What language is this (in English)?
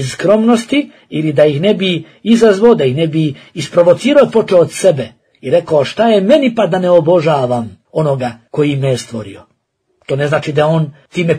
Bosnian